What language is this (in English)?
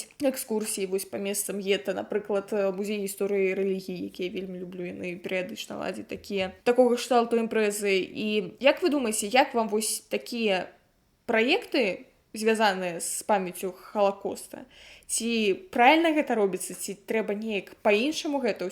Belarusian